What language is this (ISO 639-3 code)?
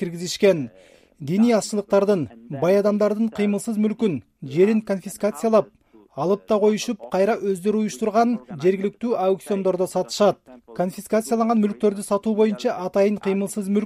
kir